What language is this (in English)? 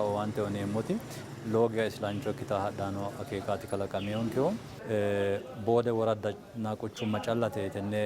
Sidamo